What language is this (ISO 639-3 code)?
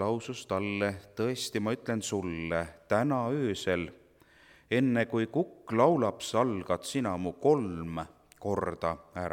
est